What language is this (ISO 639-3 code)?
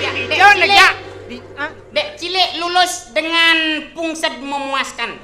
ban